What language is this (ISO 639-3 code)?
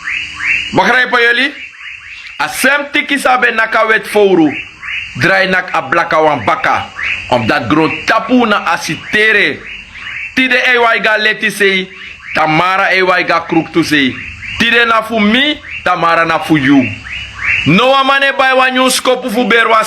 srn